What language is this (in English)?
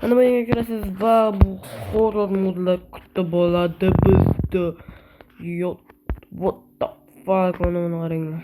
Uzbek